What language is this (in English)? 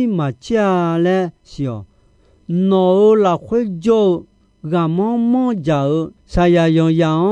Akha